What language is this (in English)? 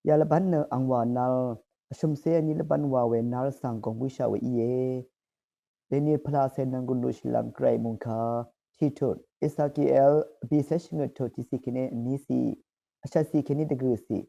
Rawang